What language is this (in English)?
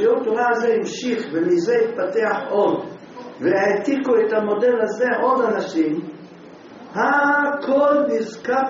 Hebrew